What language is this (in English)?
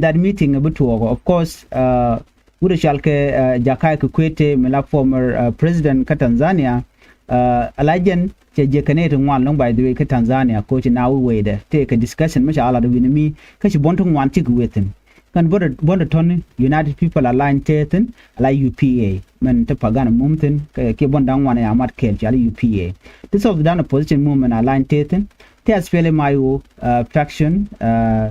Nuer